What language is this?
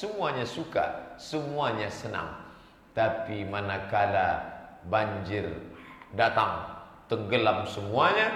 Indonesian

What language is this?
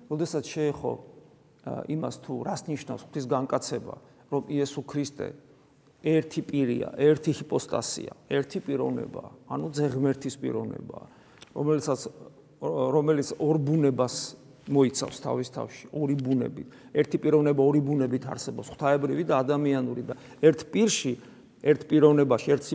Georgian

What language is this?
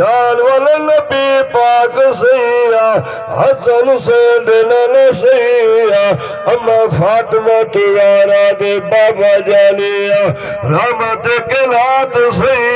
Saraiki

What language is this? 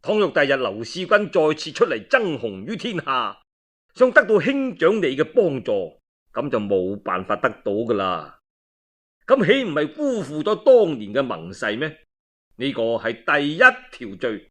Cantonese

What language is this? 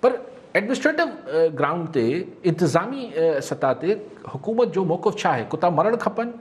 Sindhi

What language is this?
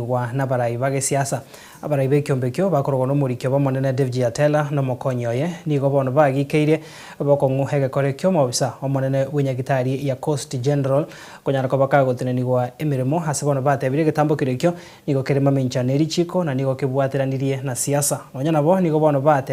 Gusii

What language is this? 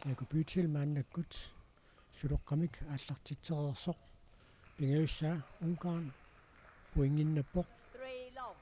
Kalaallisut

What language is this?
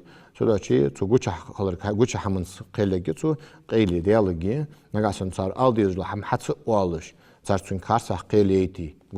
Ingush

